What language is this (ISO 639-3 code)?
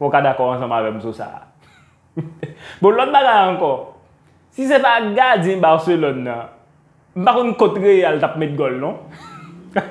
hat